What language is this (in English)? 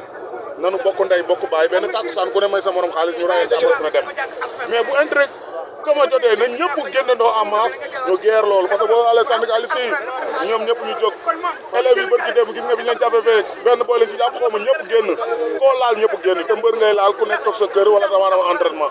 Wolof